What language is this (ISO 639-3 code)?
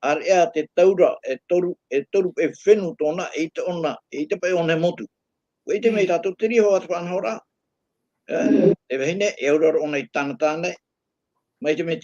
tah